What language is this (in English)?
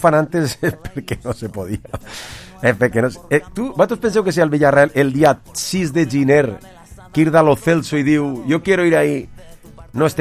Catalan